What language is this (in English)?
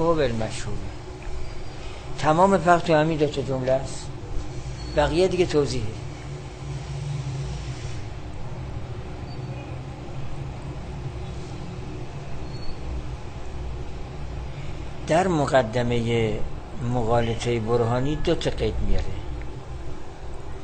Persian